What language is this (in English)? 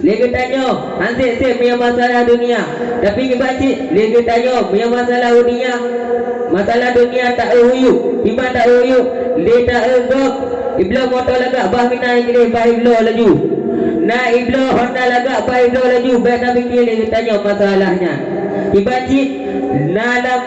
Achinese